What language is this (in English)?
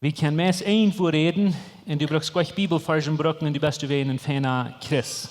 Plautdietsch